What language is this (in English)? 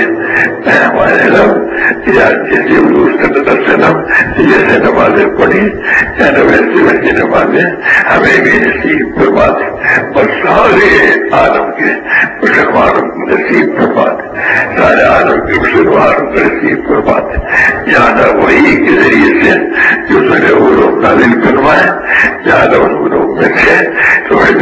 Urdu